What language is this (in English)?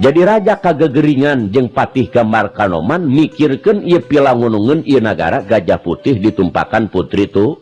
Sundanese